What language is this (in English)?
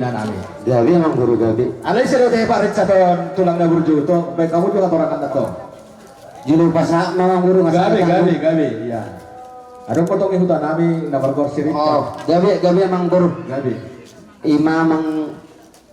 Batak Toba